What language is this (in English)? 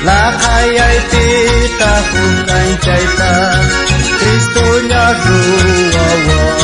South Bolivian Quechua